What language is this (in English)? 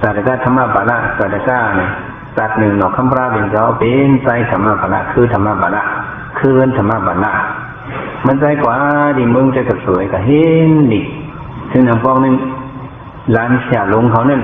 Shan